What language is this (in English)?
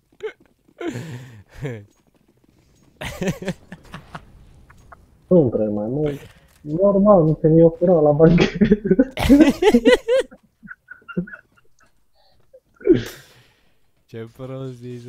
Romanian